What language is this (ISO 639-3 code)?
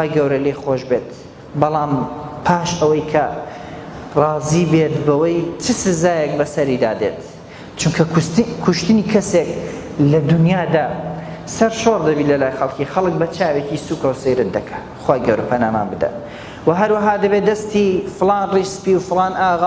ckb